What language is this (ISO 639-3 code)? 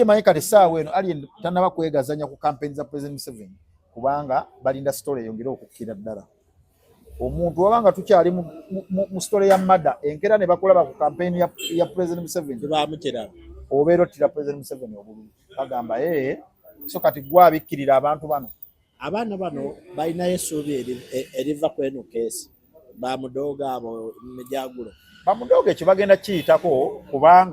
lug